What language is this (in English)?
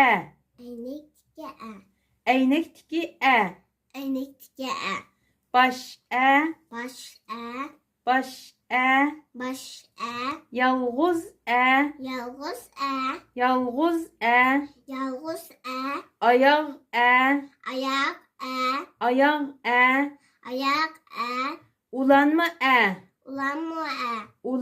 Uyghur